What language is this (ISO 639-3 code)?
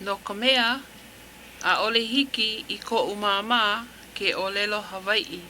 haw